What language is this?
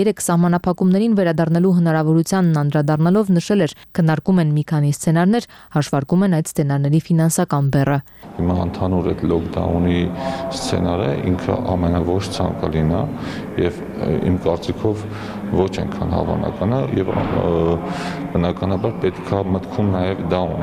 Armenian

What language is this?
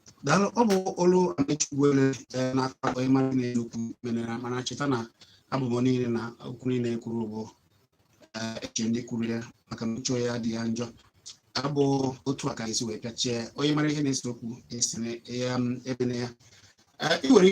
Igbo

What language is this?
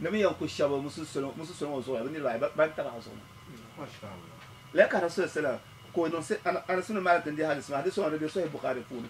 Dagbani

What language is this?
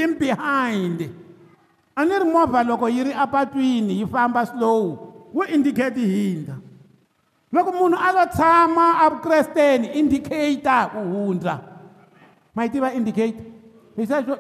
Tsonga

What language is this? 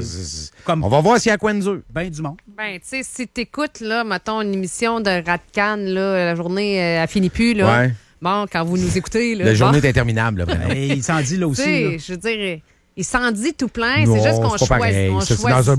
French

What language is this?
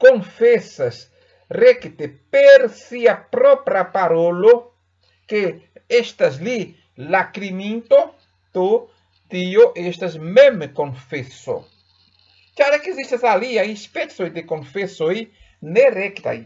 Esperanto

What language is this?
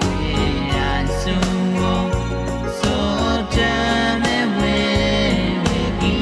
Pohnpeian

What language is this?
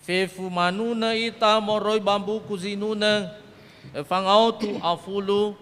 Nias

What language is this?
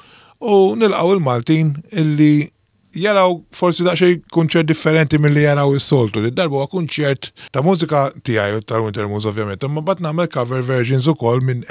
Maltese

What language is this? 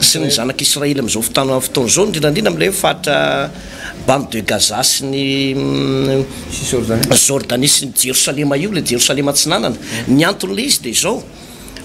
Malagasy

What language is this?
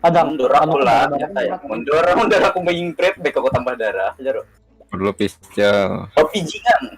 Banjar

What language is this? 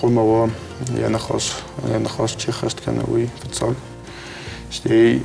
Ossetic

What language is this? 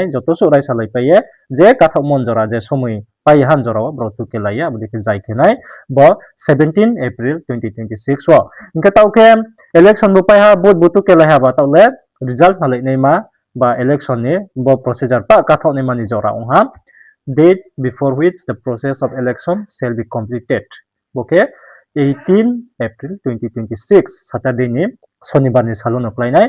Riang (India)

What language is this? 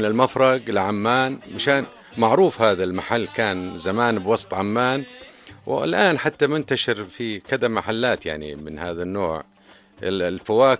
North Levantine Arabic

